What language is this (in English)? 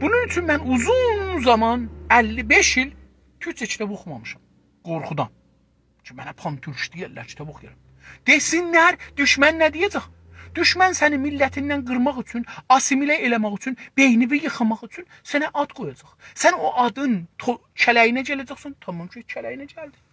South Azerbaijani